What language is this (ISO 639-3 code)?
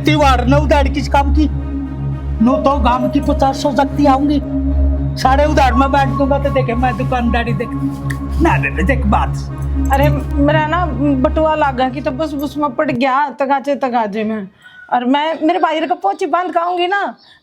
bgc